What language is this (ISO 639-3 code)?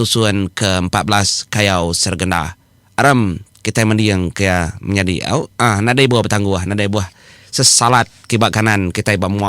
iba